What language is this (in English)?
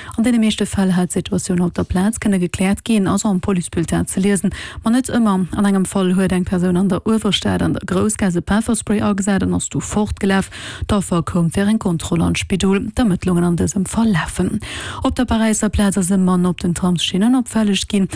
Luxembourgish